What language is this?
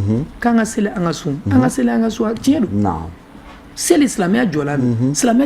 Bambara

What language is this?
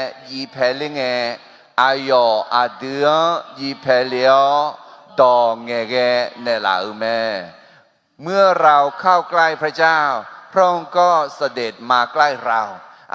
Akha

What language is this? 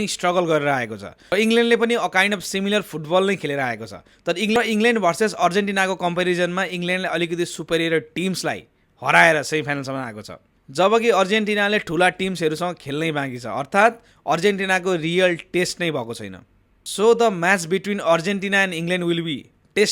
Nepali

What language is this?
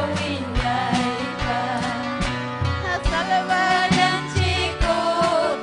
Ayacucho Quechua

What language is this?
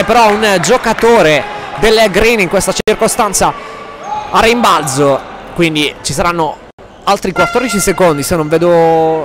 Italian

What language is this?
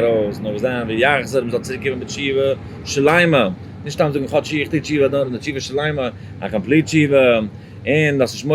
Yiddish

